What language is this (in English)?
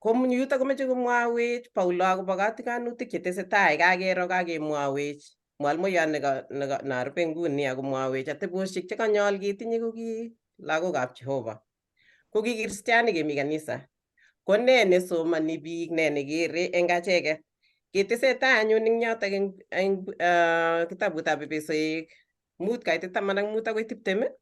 Kalenjin